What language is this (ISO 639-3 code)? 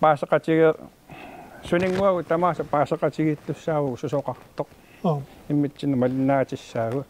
kal